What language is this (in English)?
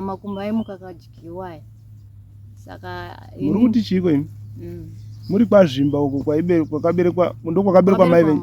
Shona